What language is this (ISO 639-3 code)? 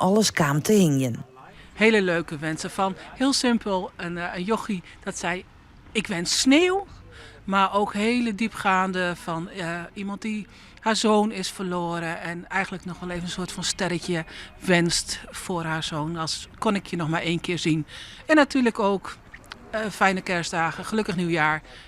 fry